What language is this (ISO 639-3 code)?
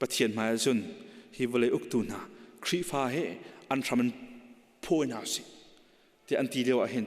cnh